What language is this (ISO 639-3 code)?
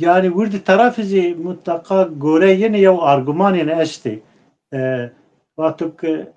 zza